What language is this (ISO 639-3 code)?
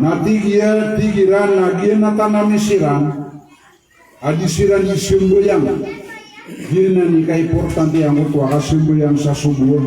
mrw